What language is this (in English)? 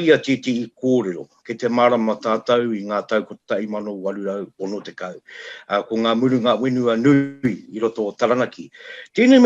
Māori